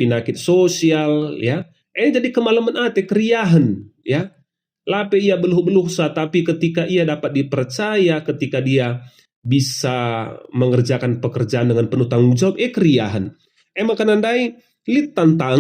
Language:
Batak Karo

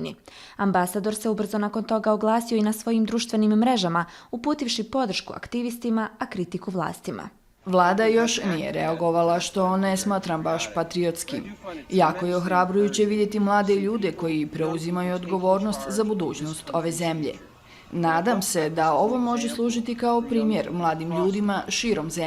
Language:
Bosnian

